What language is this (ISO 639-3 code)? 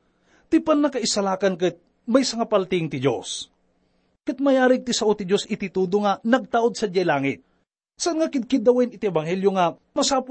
ilo